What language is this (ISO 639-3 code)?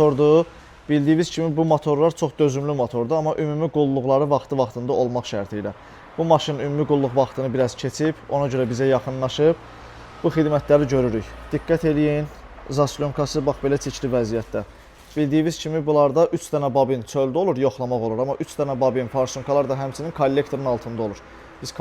aze